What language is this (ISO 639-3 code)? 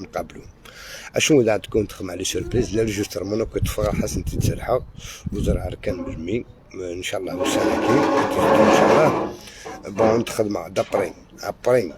arq